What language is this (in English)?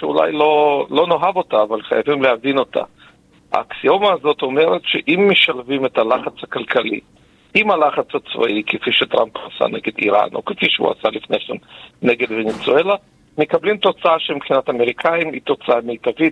Hebrew